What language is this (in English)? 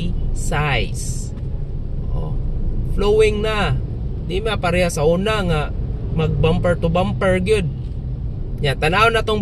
Cebuano